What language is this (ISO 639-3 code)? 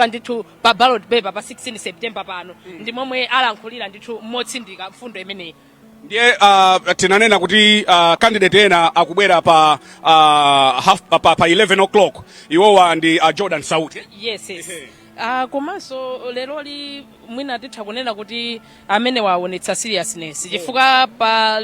nya